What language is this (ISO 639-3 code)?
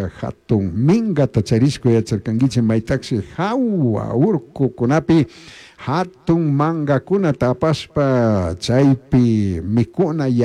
qug